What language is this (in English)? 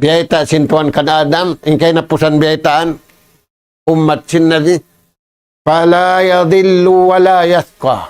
Tausug